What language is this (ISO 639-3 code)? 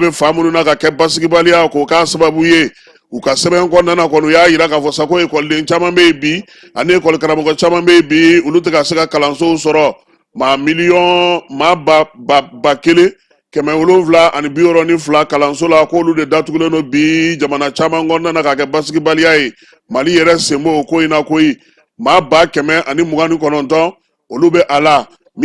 bam